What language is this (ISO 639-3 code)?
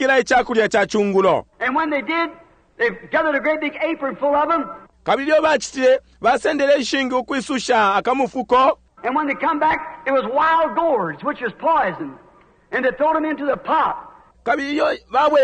bem